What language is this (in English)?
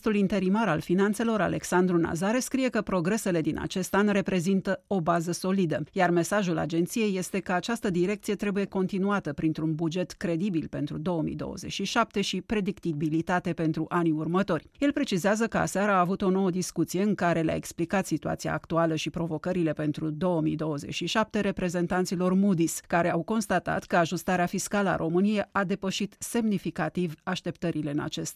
Romanian